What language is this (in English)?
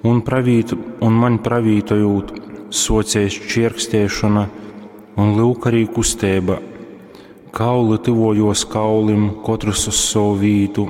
Latgalian